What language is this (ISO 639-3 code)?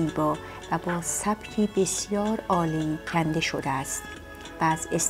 fas